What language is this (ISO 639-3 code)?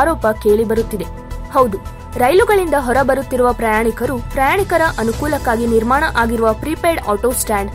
kan